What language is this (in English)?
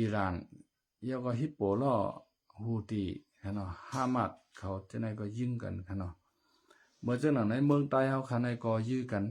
Shan